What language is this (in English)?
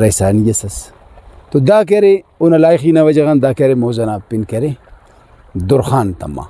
Brahui